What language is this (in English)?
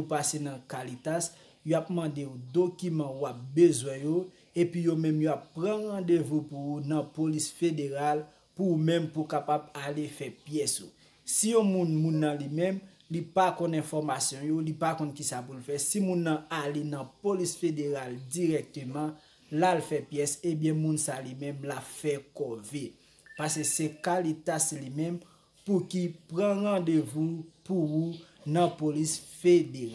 Haitian Creole